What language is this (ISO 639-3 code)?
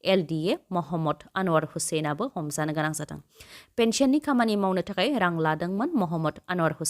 brx